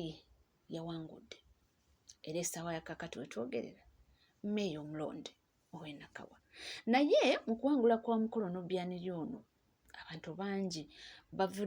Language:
Ganda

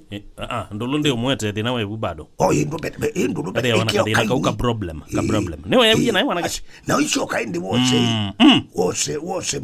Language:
Kamba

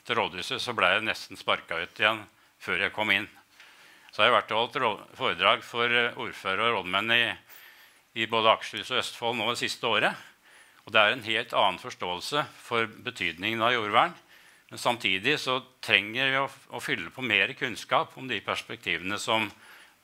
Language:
Norwegian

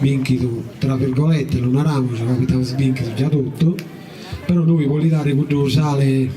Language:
Sardinian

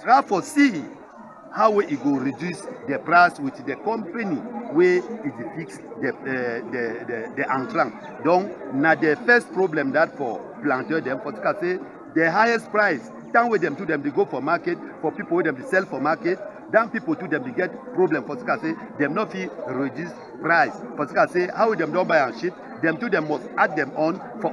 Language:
Cameroon Pidgin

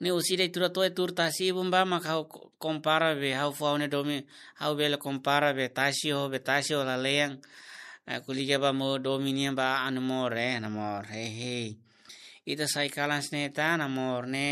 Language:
Tetum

